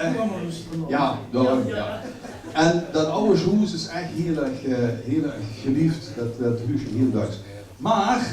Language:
Limburgish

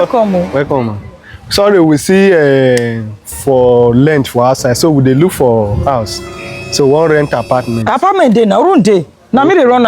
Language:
Nigerian Pidgin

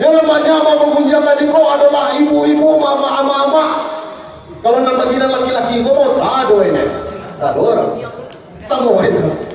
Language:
Minangkabau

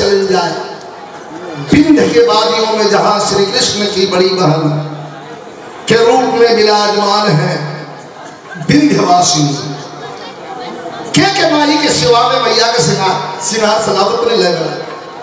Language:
Bhojpuri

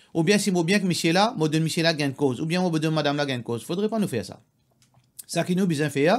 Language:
Morisyen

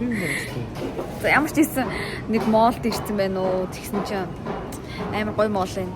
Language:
Mongolian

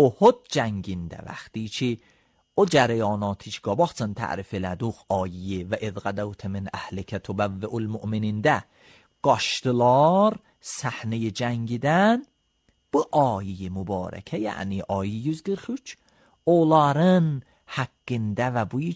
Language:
Azerbaijani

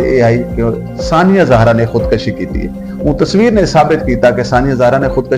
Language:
Saraiki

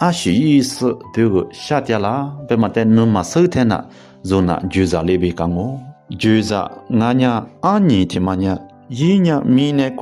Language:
Lisu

